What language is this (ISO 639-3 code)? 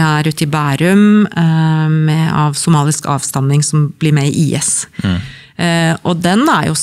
nor